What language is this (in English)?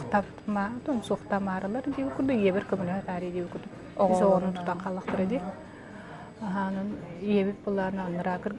Yakut